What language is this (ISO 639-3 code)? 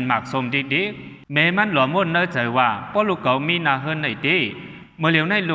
shn